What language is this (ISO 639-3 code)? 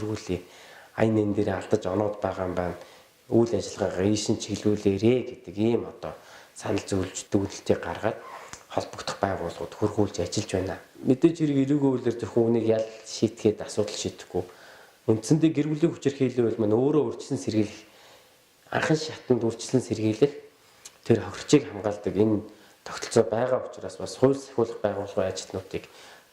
mon